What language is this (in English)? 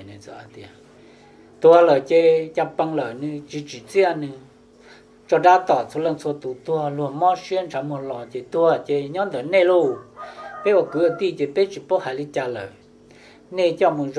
Hmong